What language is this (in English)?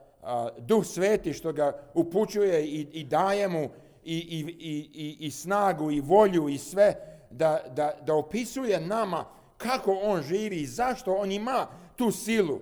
Serbian